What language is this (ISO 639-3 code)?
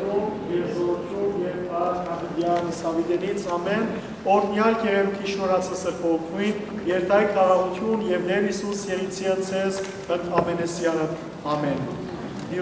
hyw